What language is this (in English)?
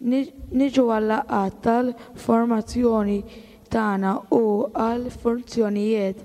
Maltese